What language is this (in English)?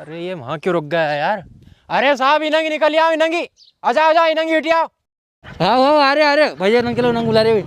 Rajasthani